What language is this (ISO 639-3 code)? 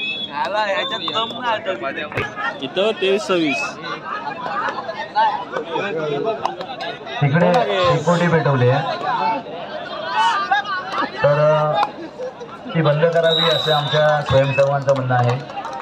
mar